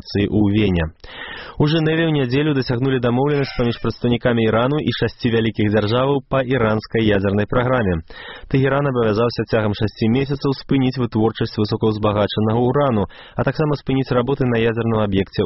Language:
Belarusian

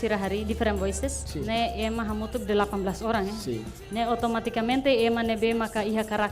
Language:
Tetum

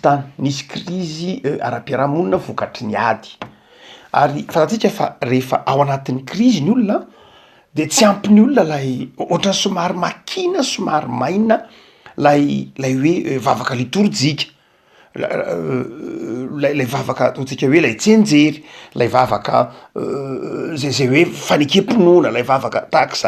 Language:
Malagasy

